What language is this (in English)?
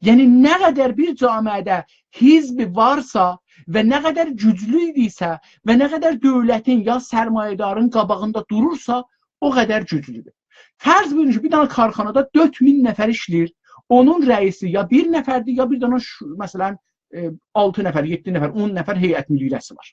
South Azerbaijani